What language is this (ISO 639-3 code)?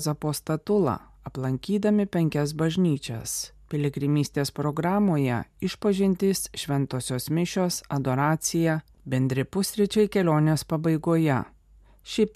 lit